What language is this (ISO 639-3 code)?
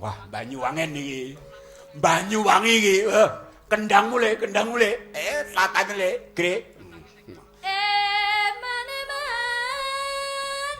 jav